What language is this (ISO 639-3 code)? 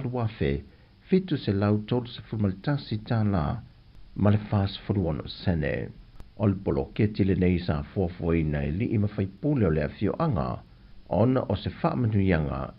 smo